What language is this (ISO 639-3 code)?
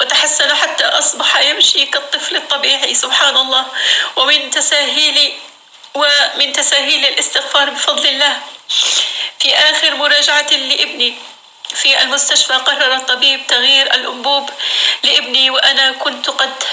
apc